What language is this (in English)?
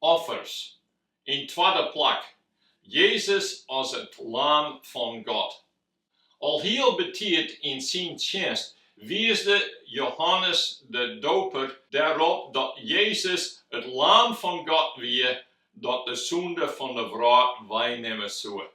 Western Frisian